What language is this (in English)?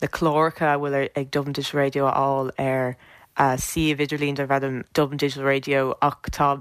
Irish